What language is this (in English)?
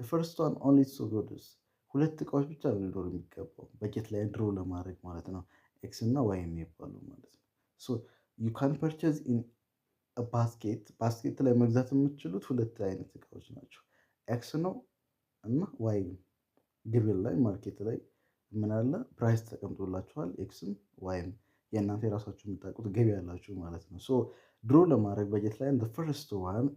Amharic